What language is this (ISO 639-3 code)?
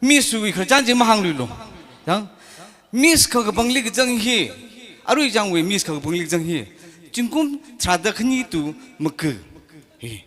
nmf